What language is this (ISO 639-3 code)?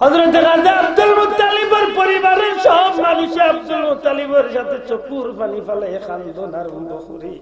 syl